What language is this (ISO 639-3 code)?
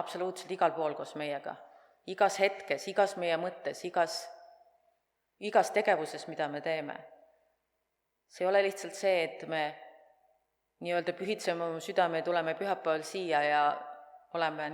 est